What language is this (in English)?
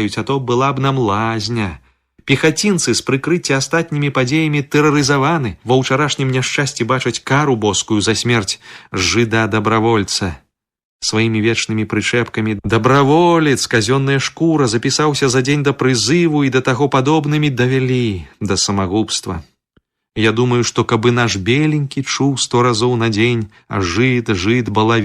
Belarusian